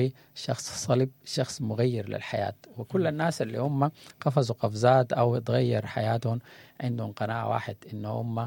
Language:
Sudanese Arabic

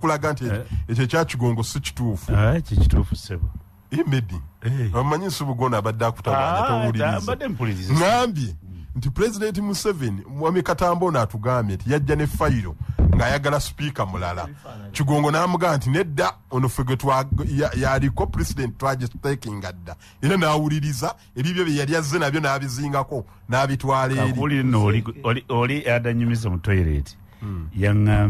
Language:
Ganda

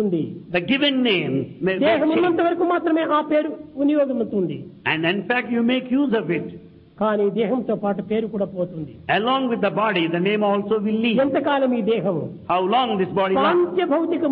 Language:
Telugu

